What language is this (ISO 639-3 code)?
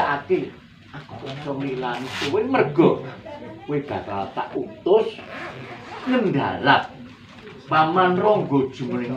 jav